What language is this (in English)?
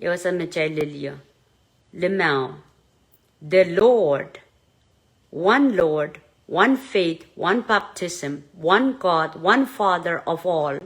Pohnpeian